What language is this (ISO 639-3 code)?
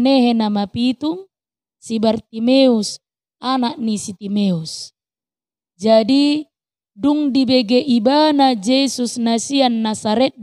bbc